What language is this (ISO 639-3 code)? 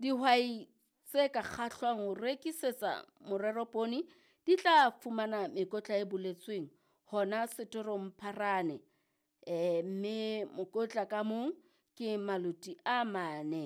sot